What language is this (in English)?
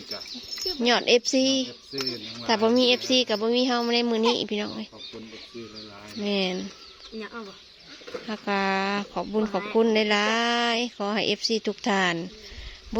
Northeastern Thai